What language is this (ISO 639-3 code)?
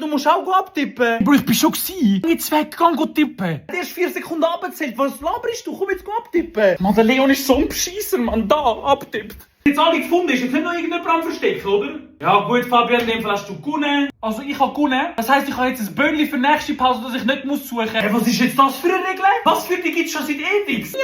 gsw